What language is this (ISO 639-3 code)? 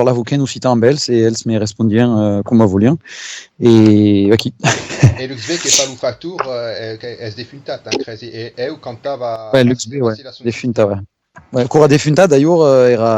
oci